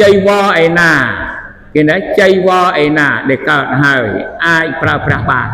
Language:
Khmer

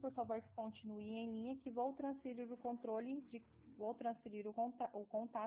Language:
Portuguese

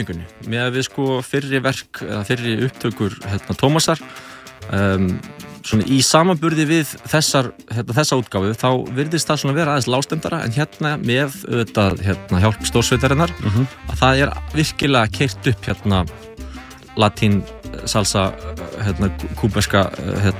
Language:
Icelandic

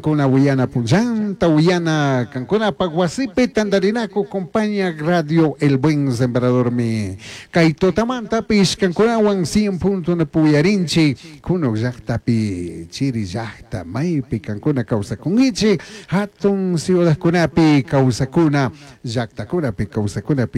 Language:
Chimborazo Highland Quichua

